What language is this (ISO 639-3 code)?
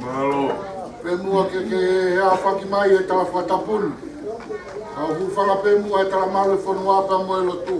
ton